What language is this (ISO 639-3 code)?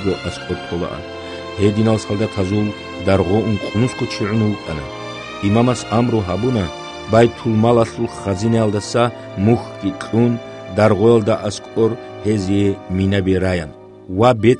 ava